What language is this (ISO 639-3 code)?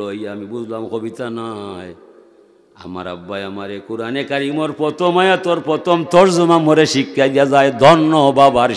syl